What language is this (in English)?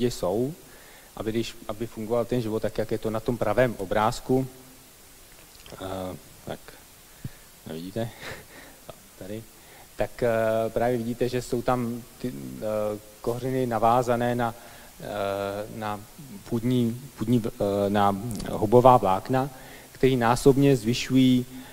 Czech